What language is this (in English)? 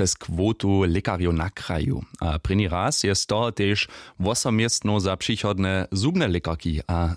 Upper Sorbian